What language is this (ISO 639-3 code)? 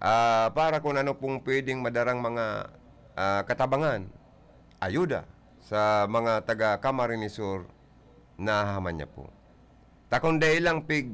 bik